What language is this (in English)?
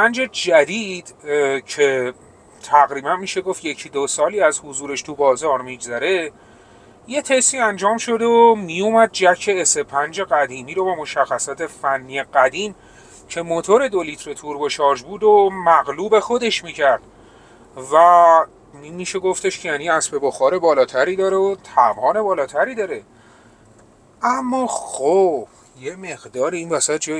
Persian